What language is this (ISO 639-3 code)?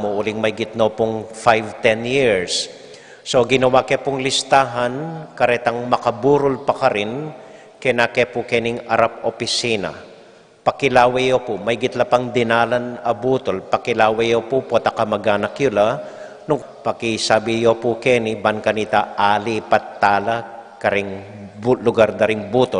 pam